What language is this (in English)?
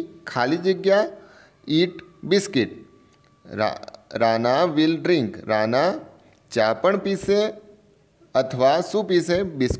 Gujarati